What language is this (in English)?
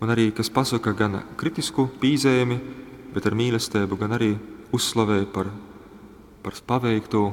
Latgalian